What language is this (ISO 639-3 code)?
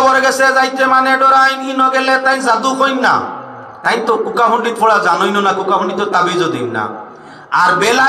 syl